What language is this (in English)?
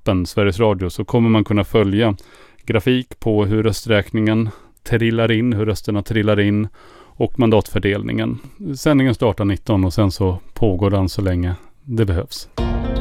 Swedish